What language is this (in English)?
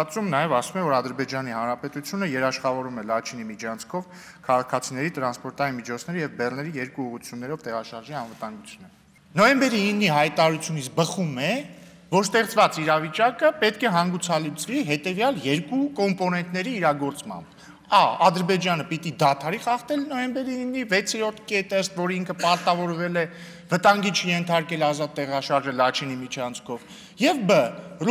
Armenian